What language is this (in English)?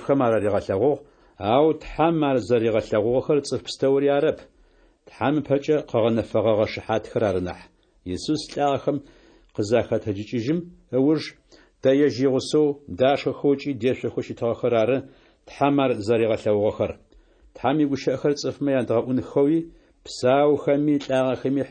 Adyghe